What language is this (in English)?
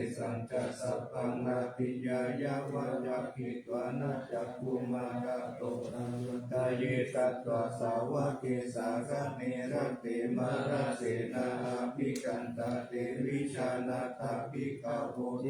Pali